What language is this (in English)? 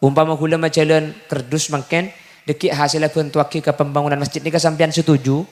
Madurese